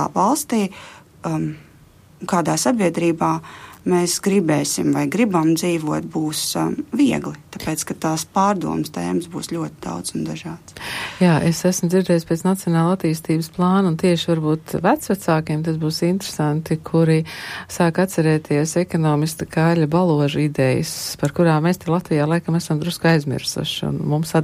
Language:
Latvian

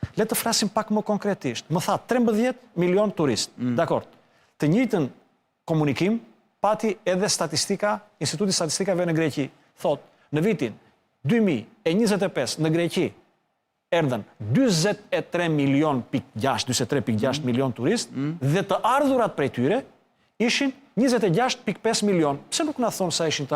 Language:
Albanian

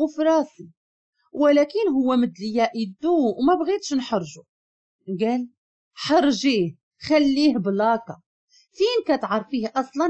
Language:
Moroccan Arabic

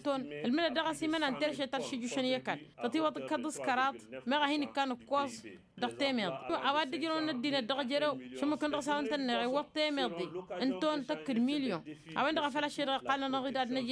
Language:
Tamasheq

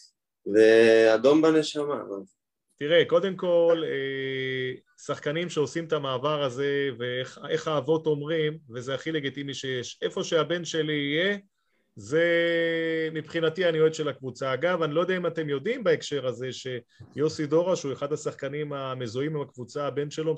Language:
Hebrew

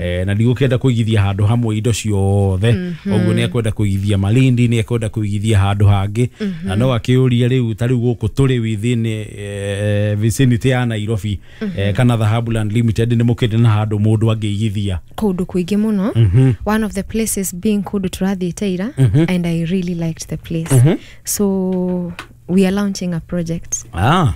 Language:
Kikuyu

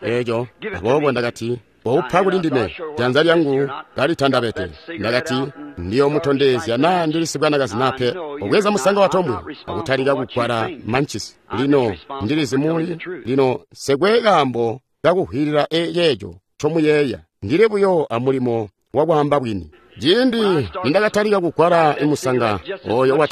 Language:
Tonga (Zambia)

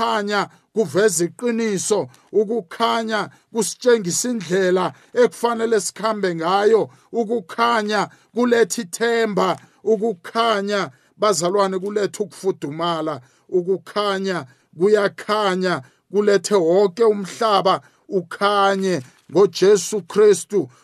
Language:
South Ndebele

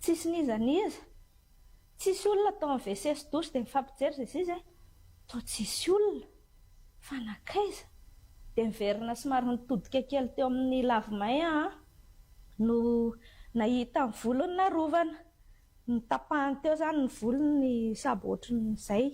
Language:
Malagasy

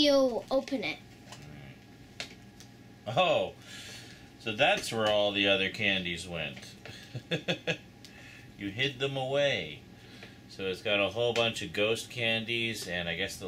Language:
English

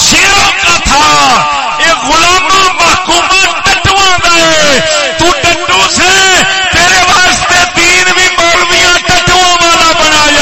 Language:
Saraiki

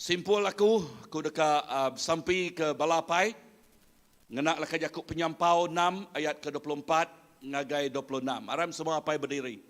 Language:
Iban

